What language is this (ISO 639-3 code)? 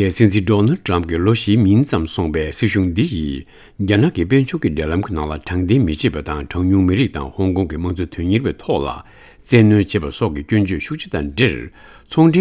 bod